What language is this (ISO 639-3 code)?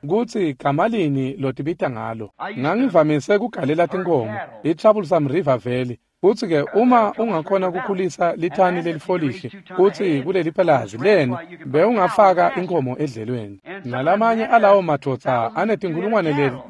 ssw